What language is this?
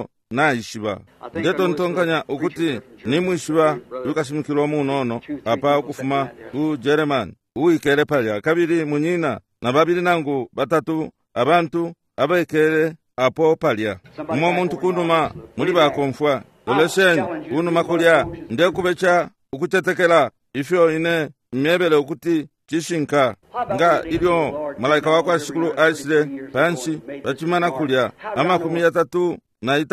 Bemba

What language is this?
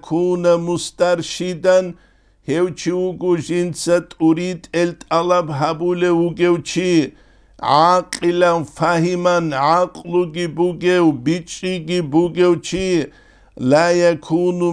Avaric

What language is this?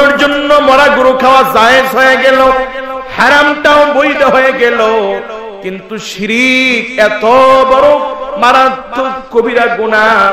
Bangla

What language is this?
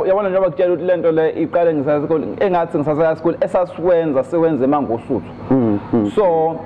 Zulu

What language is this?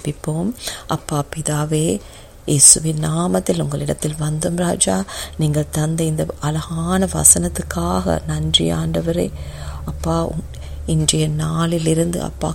Tamil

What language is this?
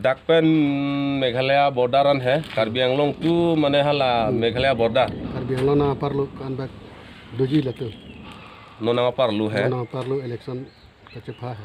Karbi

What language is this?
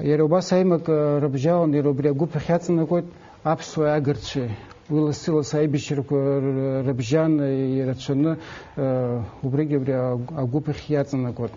Abkhazian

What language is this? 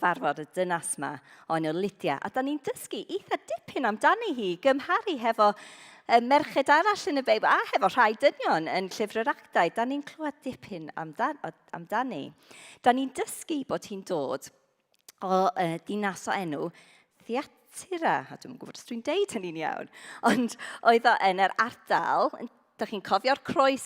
Welsh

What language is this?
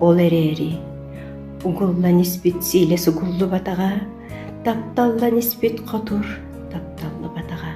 Yakut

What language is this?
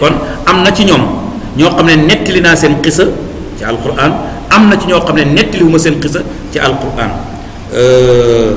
Wolof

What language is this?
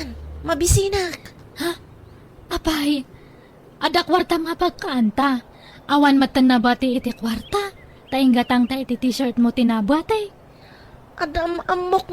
Iloko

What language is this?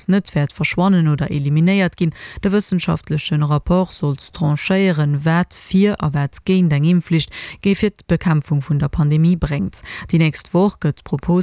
Luxembourgish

